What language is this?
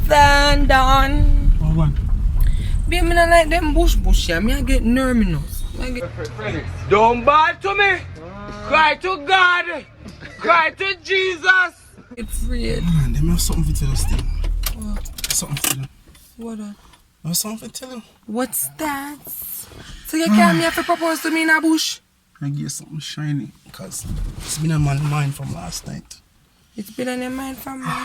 Jamaican Creole English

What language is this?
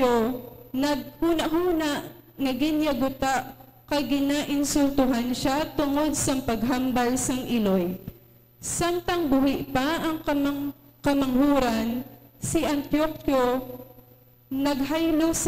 Hiligaynon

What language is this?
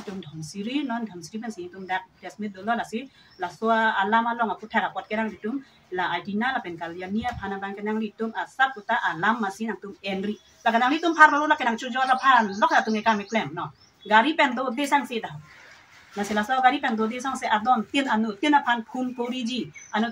Karbi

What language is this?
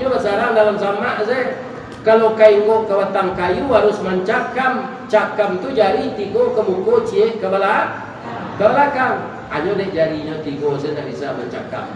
Minangkabau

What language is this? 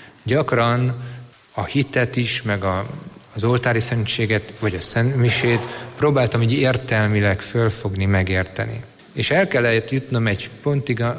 Hungarian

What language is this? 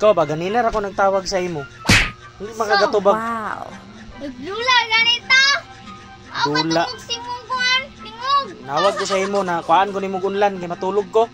Cebuano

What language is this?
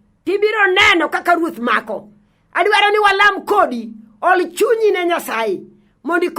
Luo (Kenya and Tanzania)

